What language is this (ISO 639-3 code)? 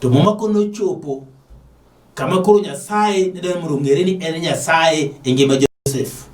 luo